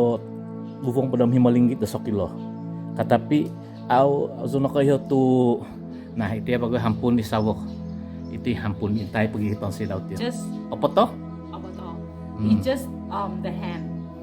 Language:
Central Dusun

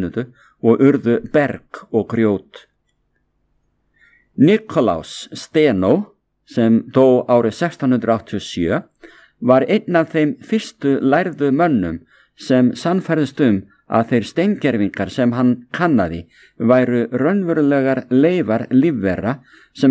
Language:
Icelandic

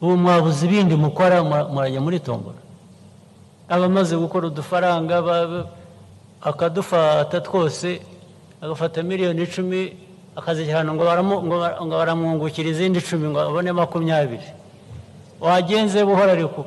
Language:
Kinyarwanda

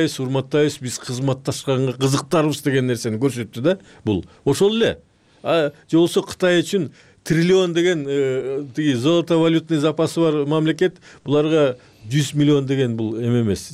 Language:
Kyrgyz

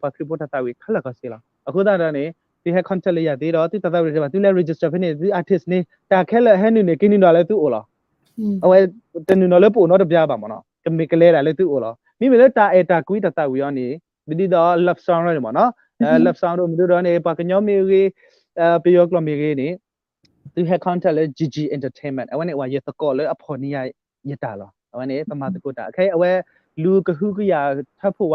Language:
S'gaw Karen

